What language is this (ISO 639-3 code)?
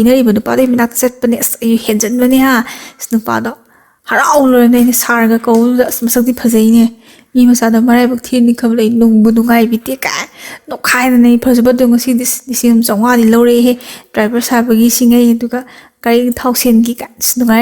mni